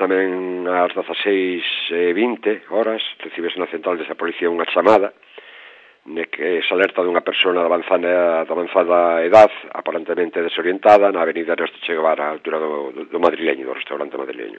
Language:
Galician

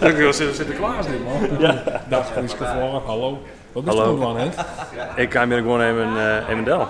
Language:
Western Frisian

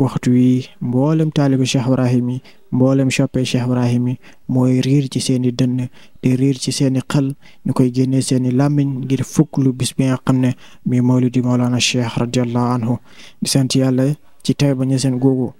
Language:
Wolof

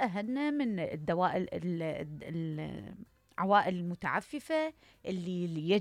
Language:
Mesopotamian Arabic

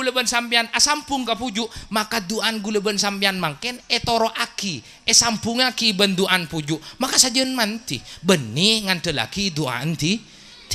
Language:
Madurese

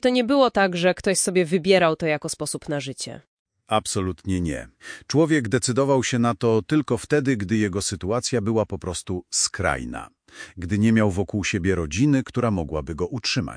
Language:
Polish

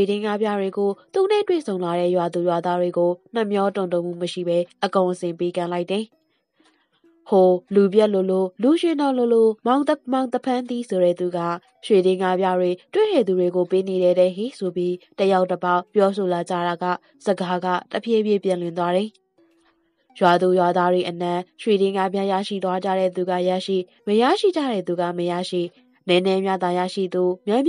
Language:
Burmese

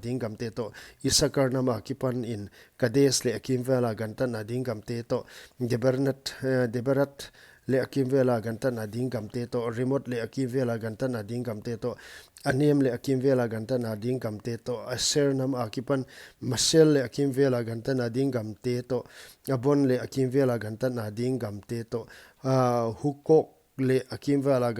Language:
Paite Chin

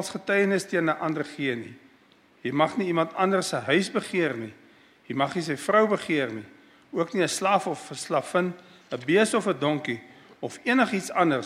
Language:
Afrikaans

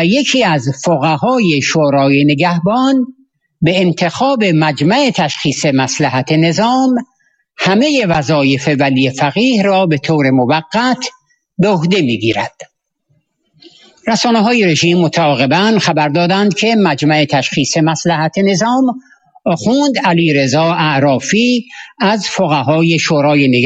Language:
Persian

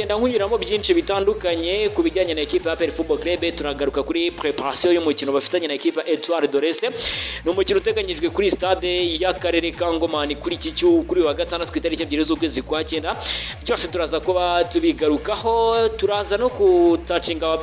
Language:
Kinyarwanda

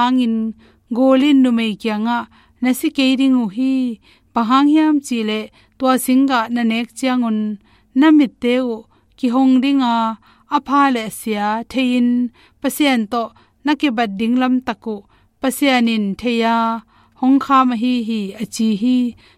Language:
Tedim Chin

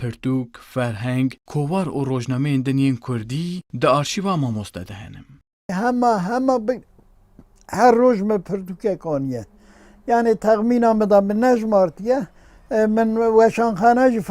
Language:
Kurdish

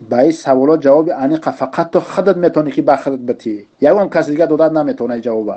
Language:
Tajik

